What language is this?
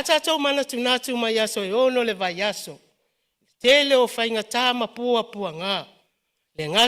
Samoan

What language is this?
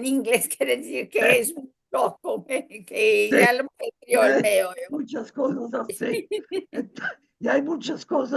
Ladino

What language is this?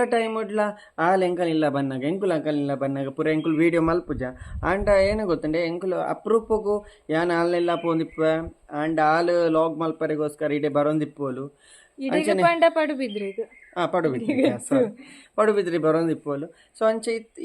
Tulu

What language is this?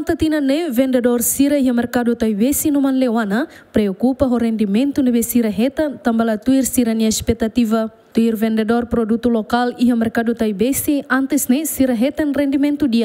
Tetum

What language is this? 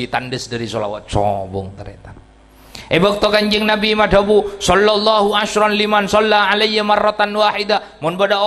Madurese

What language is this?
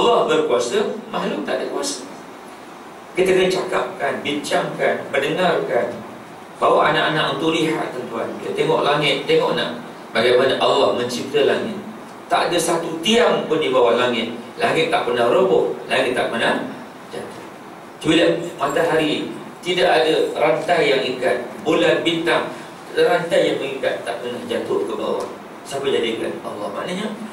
Malay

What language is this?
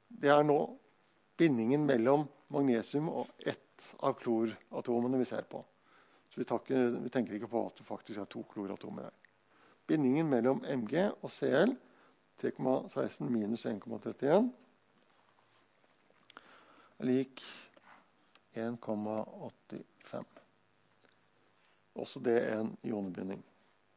Norwegian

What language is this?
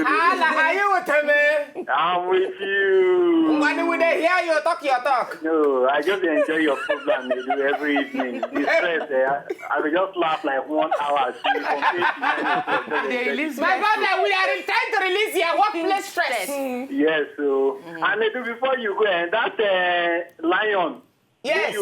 Nigerian Pidgin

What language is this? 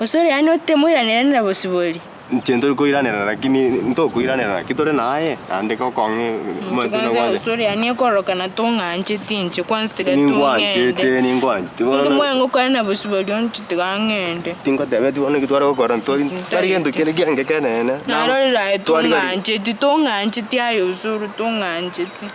Gusii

